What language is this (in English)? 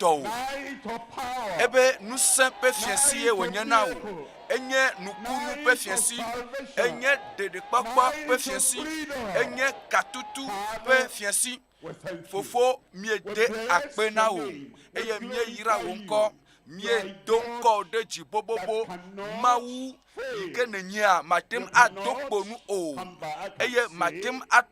Ewe